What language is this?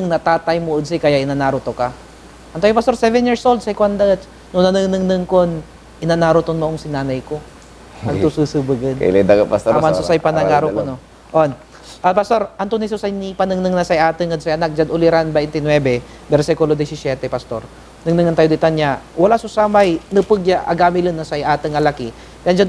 Pangasinan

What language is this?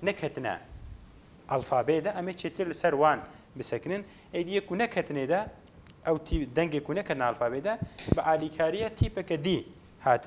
Kurdish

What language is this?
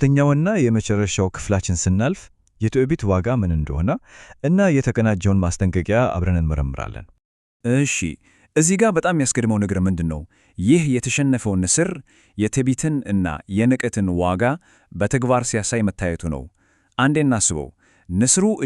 Amharic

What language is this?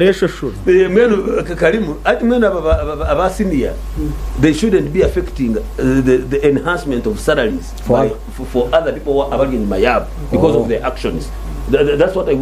Nyankole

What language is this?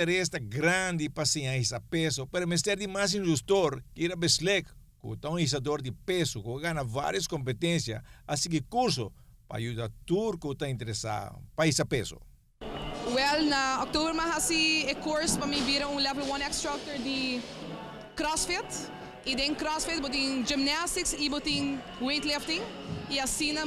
Papiamento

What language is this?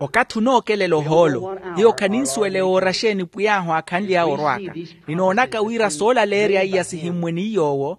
Makhuwa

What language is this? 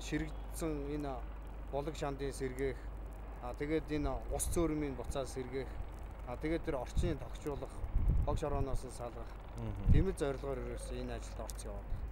Mongolian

